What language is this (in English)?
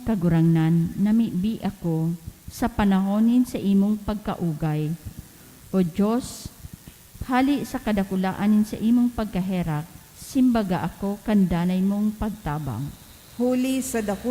Bikol